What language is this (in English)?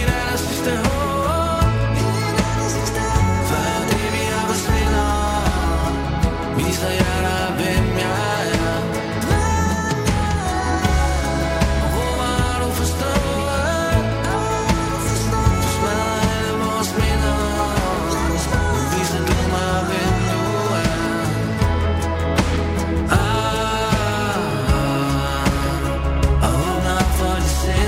Danish